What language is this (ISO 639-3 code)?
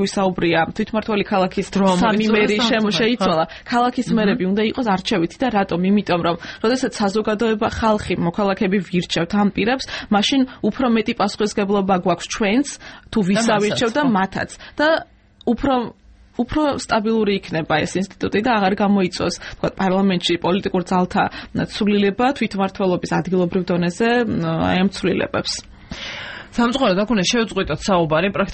kat